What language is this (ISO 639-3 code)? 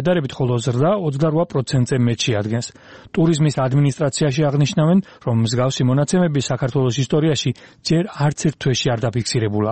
kat